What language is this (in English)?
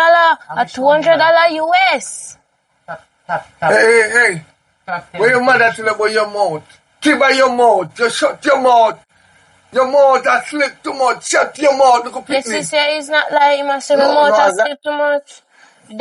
Jamaican Creole English